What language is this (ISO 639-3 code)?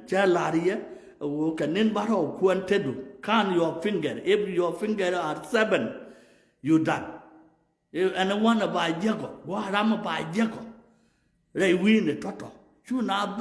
nus